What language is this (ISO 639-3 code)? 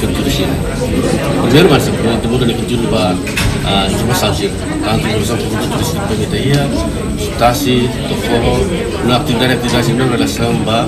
tet